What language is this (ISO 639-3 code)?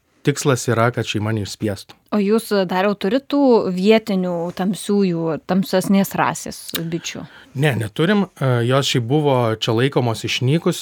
lit